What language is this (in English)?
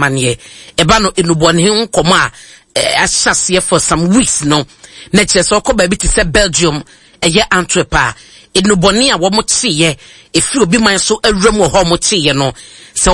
Akan